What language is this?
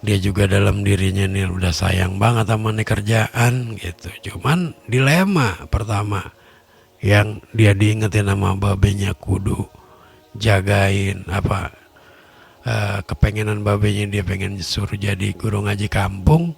Betawi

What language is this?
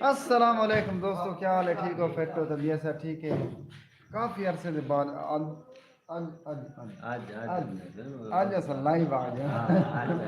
Saraiki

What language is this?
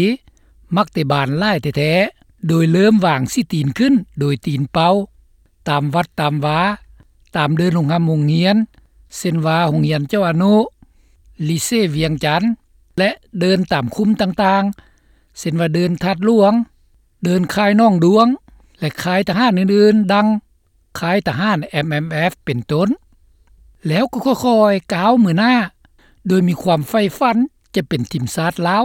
Lao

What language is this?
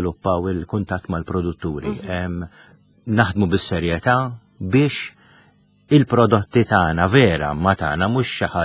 Maltese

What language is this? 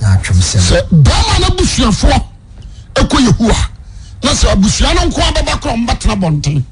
Akan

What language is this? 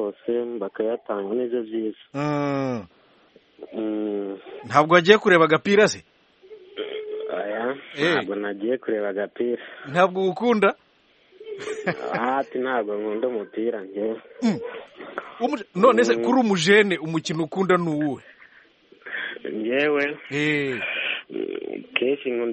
Kinyarwanda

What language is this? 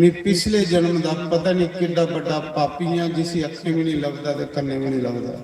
Dogri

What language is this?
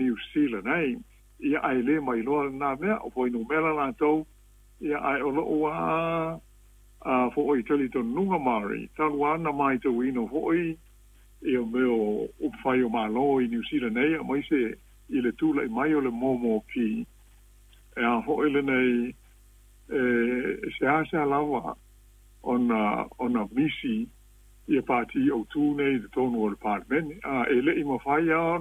Samoan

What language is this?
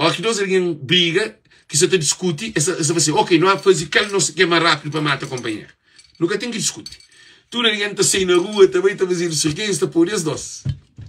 Kabuverdianu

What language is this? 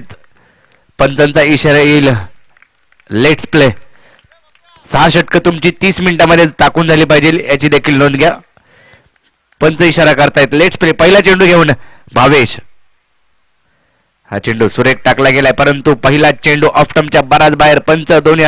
Marathi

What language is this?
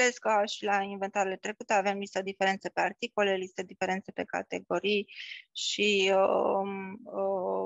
Romanian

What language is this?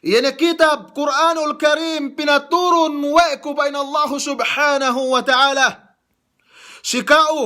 Yakan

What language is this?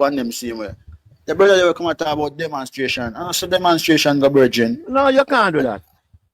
Jamaican Creole English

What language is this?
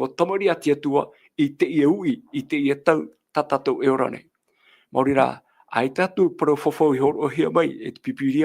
Tahitian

